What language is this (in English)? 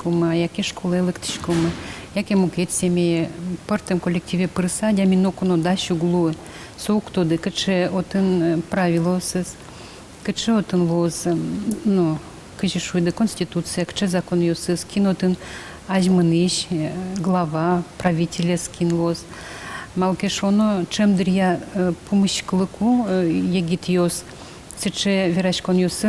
Udmurt